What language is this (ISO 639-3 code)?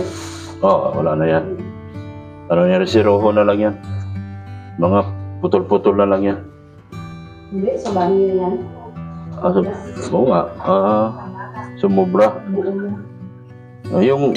fil